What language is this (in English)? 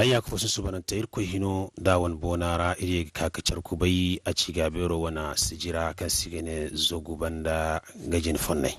Zarma